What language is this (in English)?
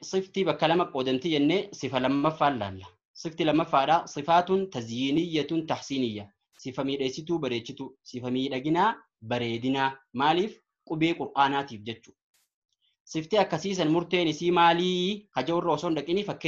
Oromo